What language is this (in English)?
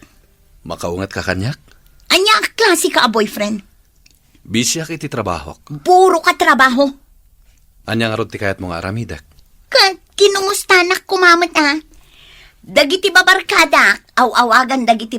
Iloko